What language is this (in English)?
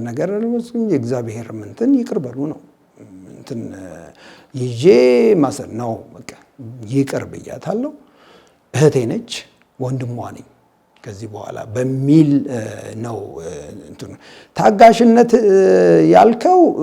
Amharic